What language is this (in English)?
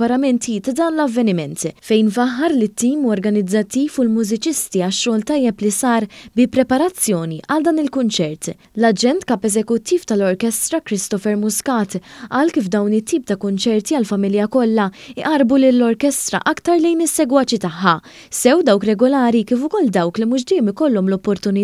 Maltese